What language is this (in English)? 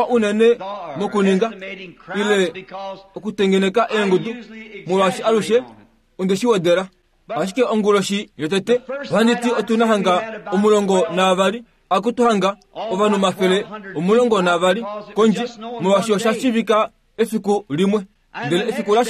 Kuanyama